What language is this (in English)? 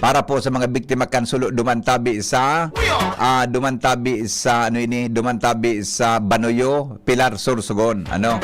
Bikol